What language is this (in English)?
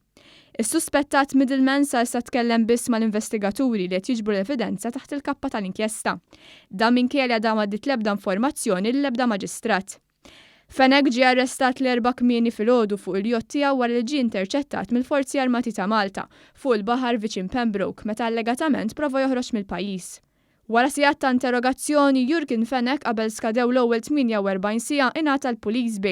Maltese